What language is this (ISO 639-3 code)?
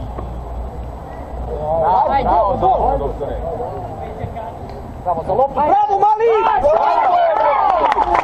srp